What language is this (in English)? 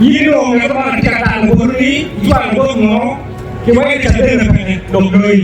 Acoli